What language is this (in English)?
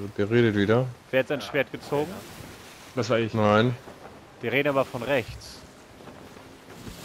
German